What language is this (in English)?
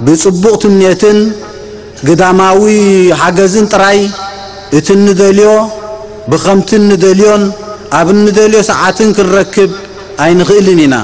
Tigrinya